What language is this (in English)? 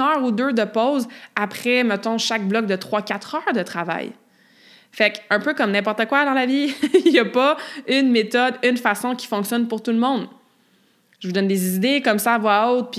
French